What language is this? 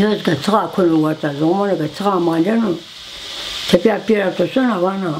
Zaza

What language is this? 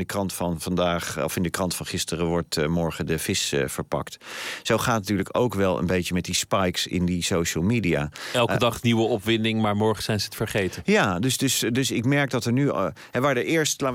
Dutch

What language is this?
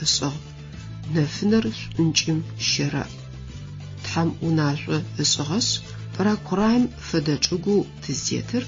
Adyghe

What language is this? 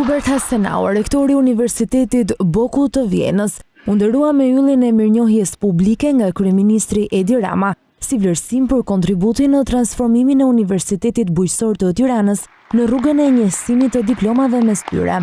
Albanian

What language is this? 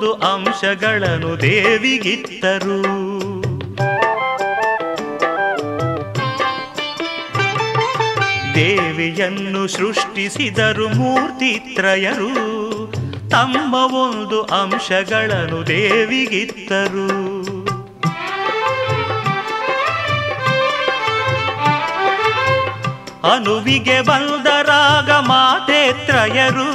Kannada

